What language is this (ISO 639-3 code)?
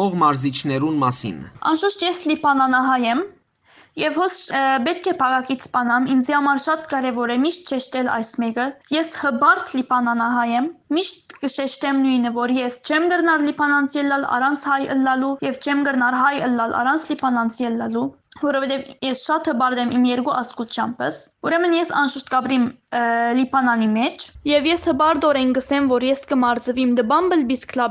hyw